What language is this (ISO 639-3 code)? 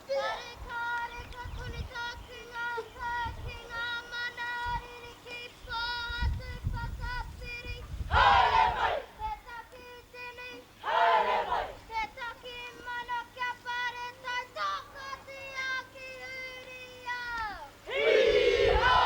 mri